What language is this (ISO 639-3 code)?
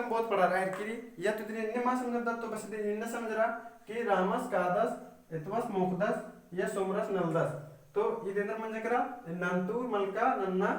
kru